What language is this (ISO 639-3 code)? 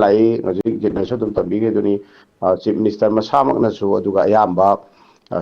mni